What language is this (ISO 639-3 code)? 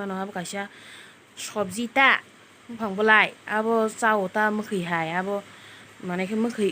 trp